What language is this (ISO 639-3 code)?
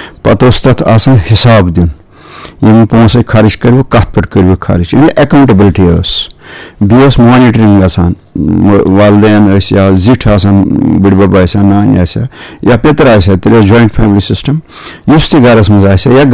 kas